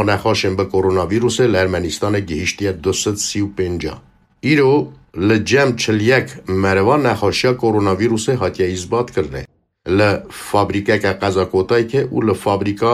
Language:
Kurdish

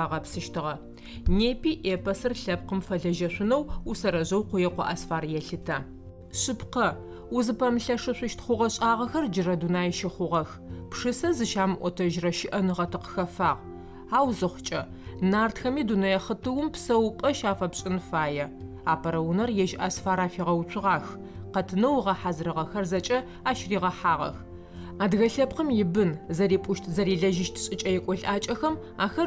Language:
Adyghe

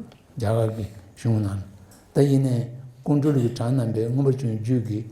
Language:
Tibetan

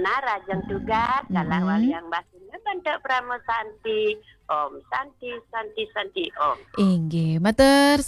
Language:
Balinese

